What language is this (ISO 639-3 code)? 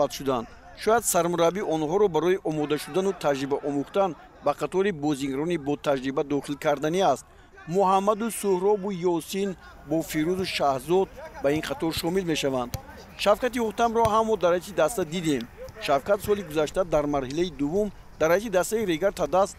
tgk